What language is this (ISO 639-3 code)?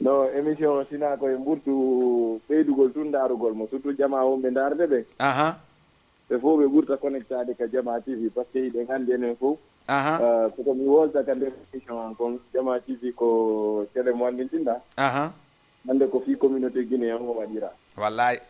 ful